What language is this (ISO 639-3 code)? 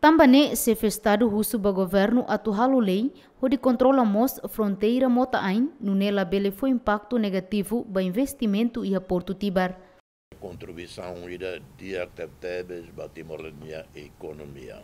tet